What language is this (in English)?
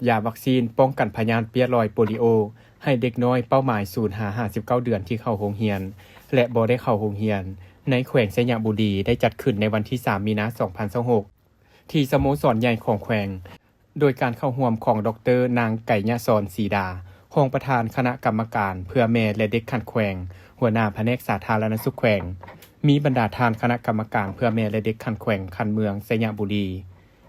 Lao